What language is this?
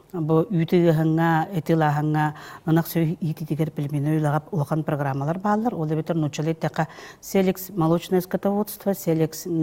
Yakut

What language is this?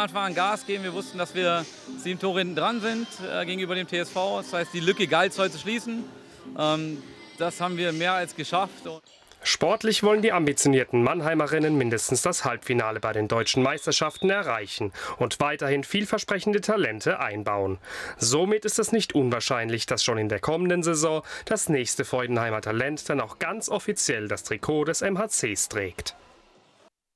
German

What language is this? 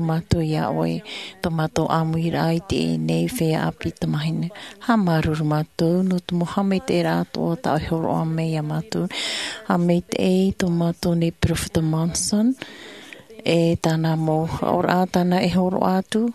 Tahitian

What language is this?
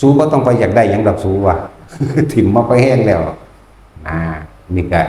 Northeastern Thai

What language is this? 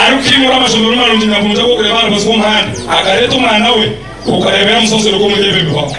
Nyankole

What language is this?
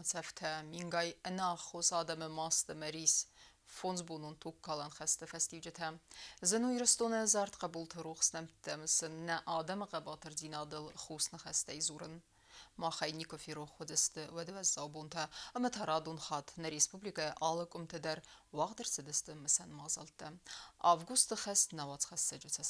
Ossetic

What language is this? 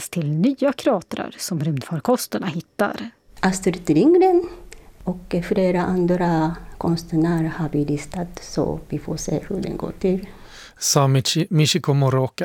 Swedish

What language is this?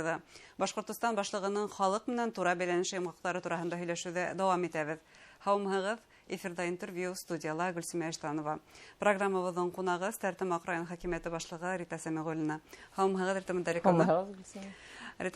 Bashkir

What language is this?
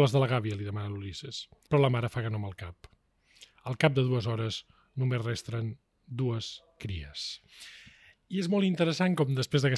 Catalan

